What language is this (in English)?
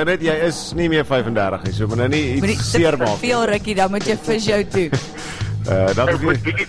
Afrikaans